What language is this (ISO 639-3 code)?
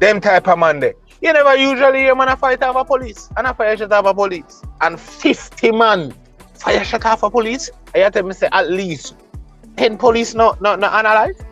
jam